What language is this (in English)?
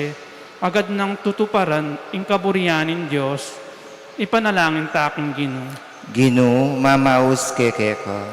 Pampanga